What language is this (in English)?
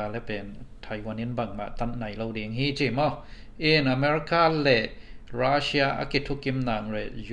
Tedim Chin